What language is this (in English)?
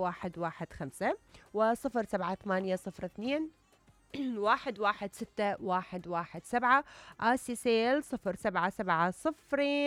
Mesopotamian Arabic